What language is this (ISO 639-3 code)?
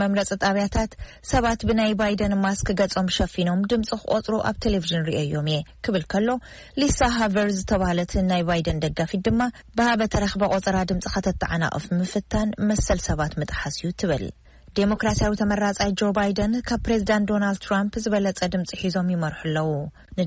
tir